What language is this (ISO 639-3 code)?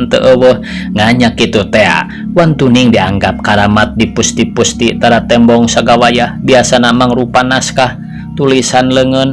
sun